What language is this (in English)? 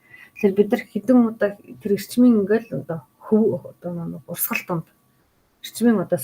Mongolian